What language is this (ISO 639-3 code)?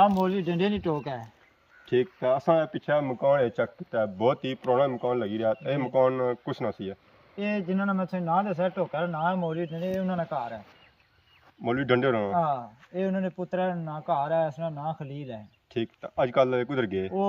phr